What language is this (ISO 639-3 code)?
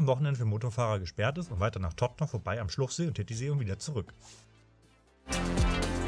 deu